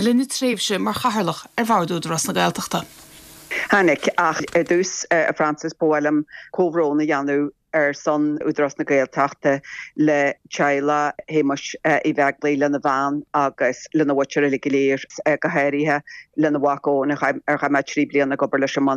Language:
Irish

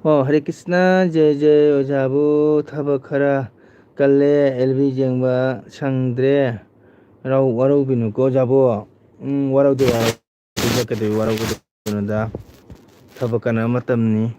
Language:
Manipuri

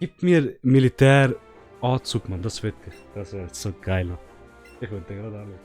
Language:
Swiss German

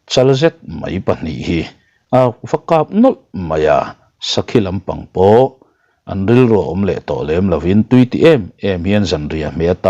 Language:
Mizo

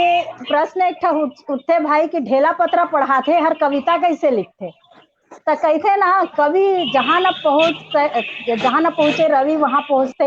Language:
Chhattisgarhi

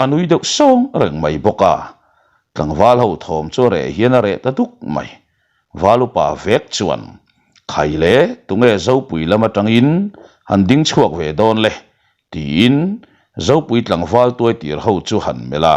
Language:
Mizo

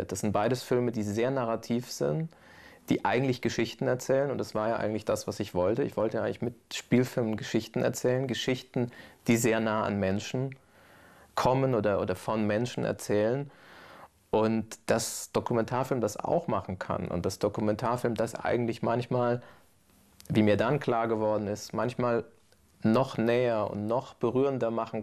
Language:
German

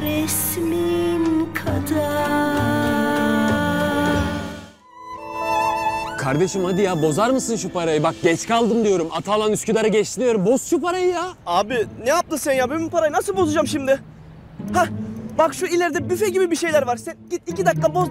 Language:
Turkish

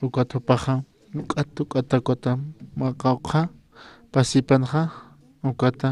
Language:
Aymara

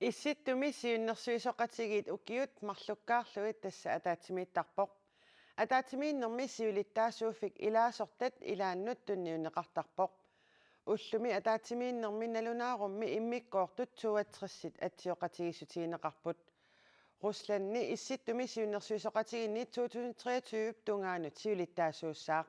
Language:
Kalaallisut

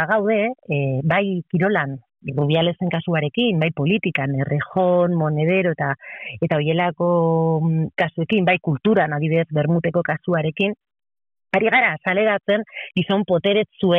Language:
Basque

